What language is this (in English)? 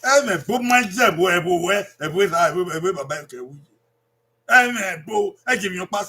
Bini